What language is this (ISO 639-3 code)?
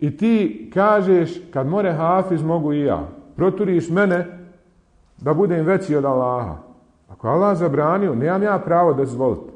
bos